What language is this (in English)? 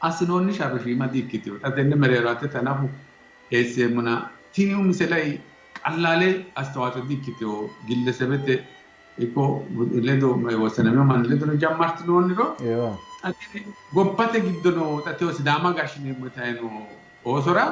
Sidamo